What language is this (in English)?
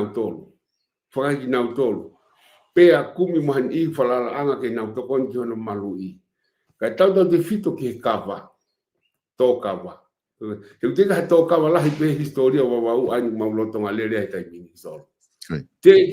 Tongan